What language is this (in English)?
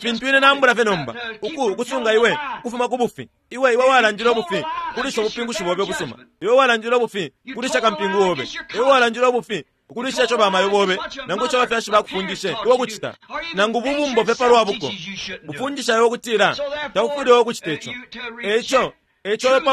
Bemba